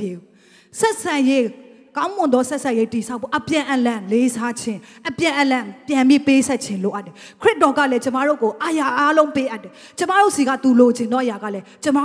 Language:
Burmese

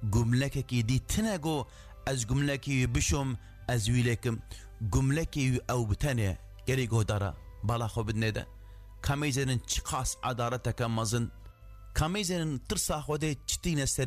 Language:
Kurdish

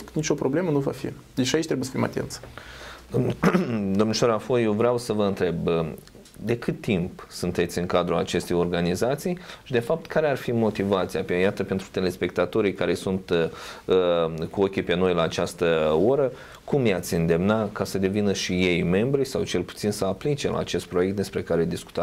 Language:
Romanian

